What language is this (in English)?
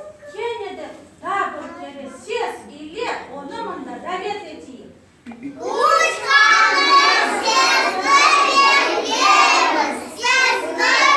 Crimean Tatar